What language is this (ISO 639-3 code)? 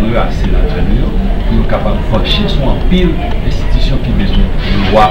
hat